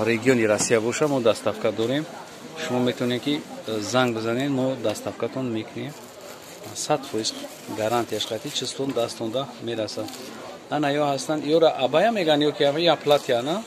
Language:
Tajik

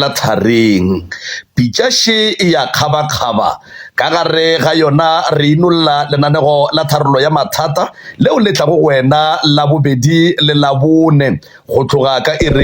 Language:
Northern Sotho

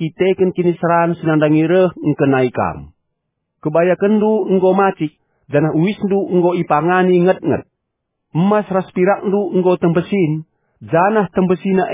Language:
Batak Karo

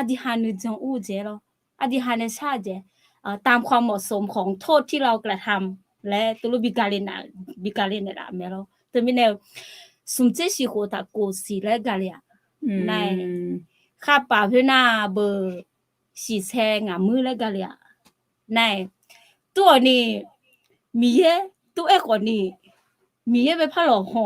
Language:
Akha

